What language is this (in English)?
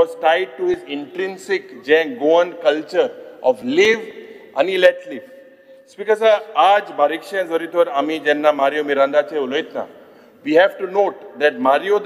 Konkani